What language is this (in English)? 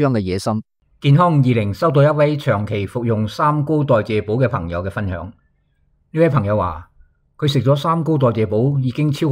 Cantonese